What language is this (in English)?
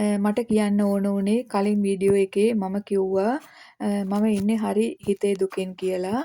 Sinhala